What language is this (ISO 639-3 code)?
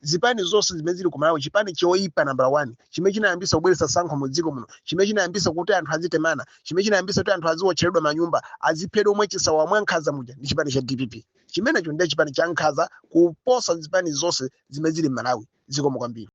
nya